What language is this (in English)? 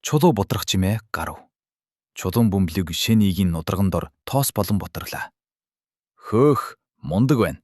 Mongolian